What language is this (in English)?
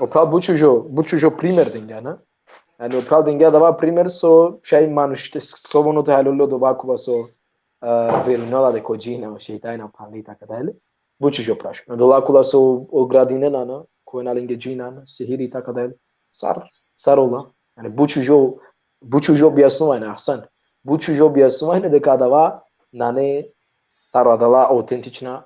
Balkan Romani